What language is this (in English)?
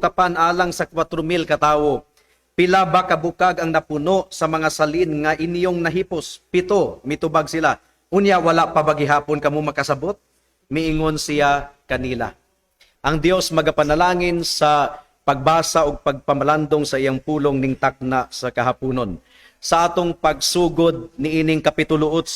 Cebuano